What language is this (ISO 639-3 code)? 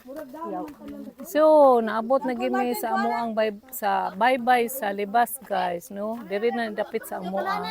ceb